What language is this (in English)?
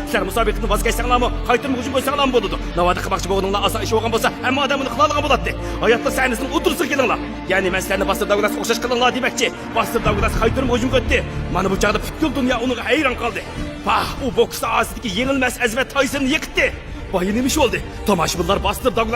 Uyghur